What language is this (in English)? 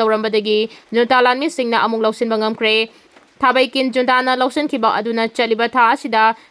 Manipuri